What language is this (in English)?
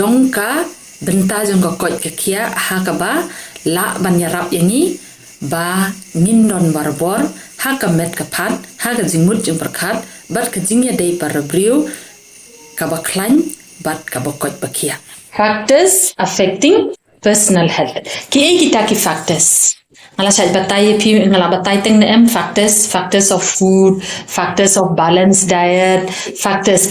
Khasi